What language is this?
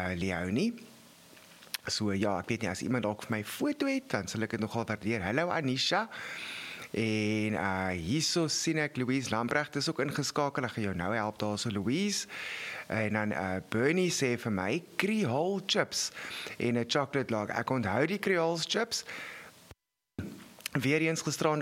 Afrikaans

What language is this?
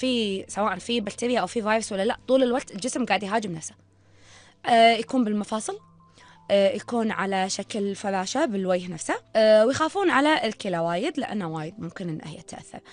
Gulf Arabic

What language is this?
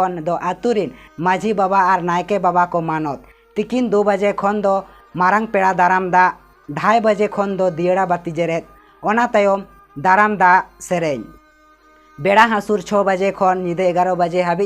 Santali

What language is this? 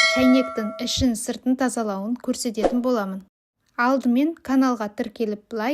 Kazakh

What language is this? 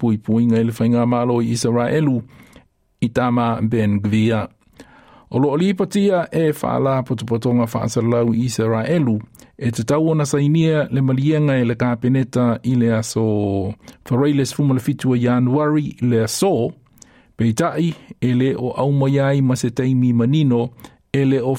Samoan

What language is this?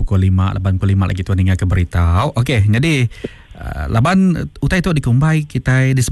Iban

